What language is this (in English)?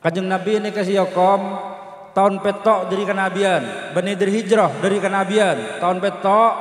Madurese